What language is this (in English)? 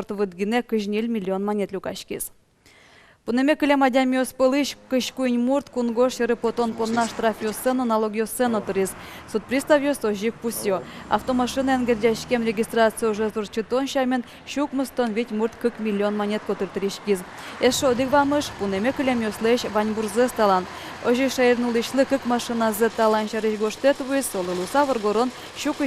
Udmurt